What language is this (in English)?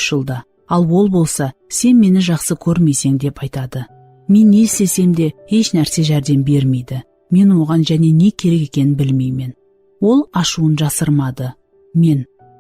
Kara-Kalpak